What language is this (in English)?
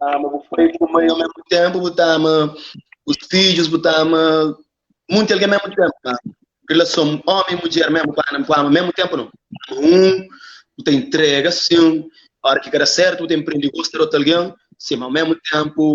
Kabuverdianu